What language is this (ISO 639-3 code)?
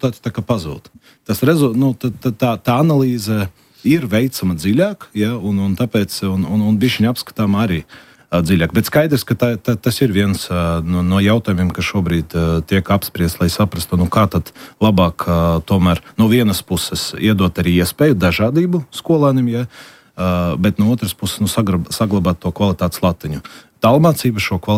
lav